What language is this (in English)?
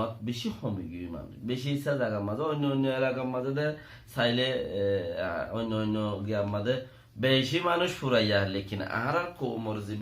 Rohingya